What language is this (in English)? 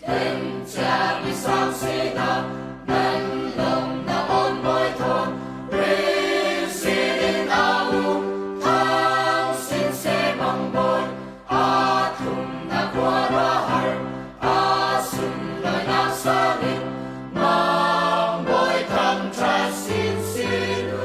Falam Chin